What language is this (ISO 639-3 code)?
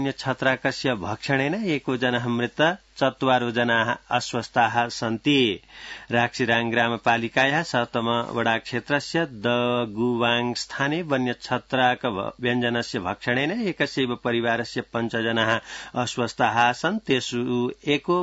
san